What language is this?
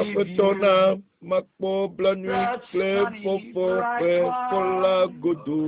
Ewe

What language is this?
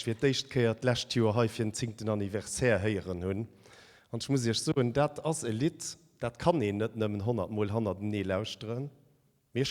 Luxembourgish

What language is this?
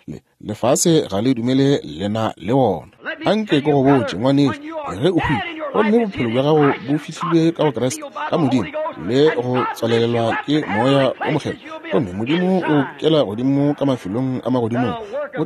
Northern Sotho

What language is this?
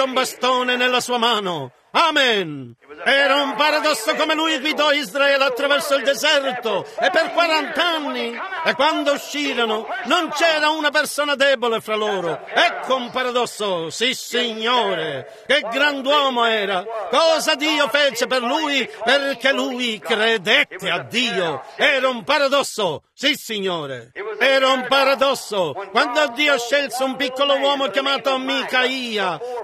Italian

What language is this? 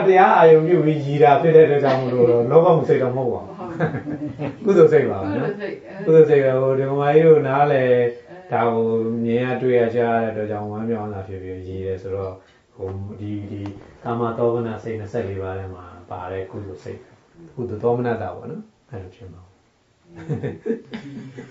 Burmese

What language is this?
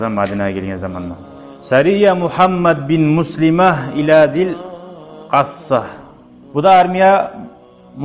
Kumyk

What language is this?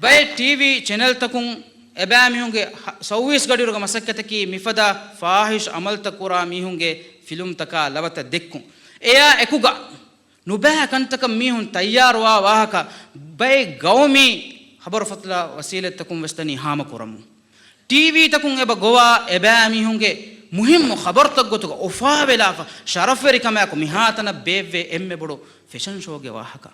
Divehi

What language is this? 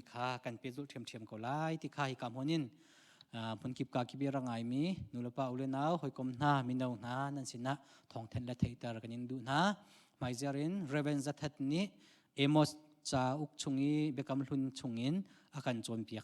Hakha Chin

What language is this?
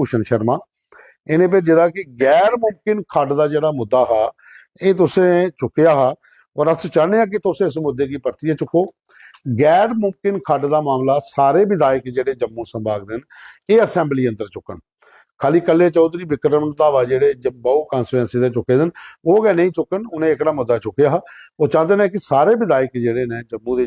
Dogri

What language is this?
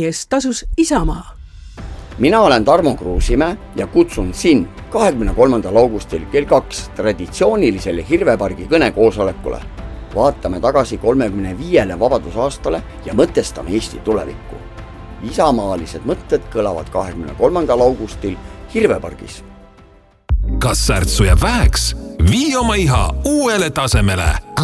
Estonian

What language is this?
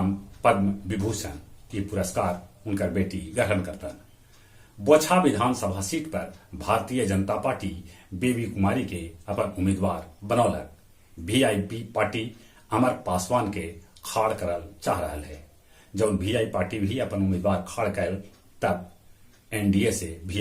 Magahi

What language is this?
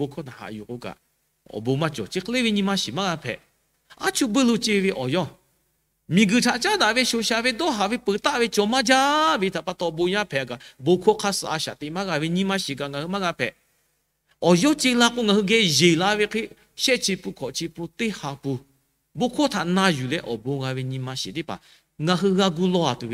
Lahu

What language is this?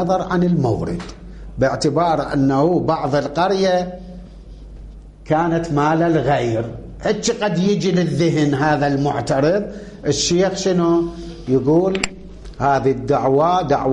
Arabic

